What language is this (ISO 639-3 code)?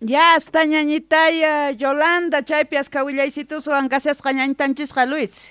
que